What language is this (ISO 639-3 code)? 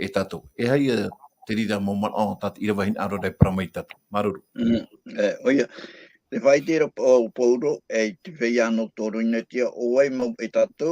tah